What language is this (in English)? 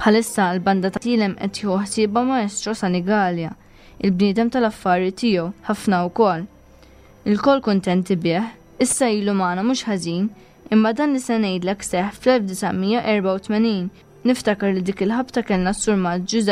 Maltese